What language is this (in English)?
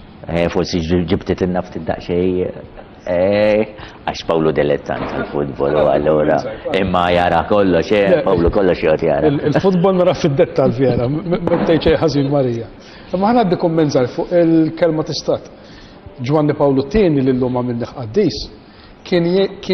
Maltese